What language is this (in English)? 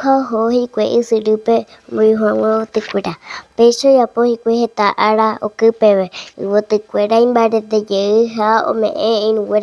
Guarani